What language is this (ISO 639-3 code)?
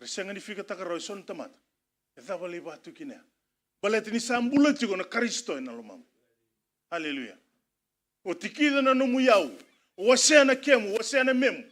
fij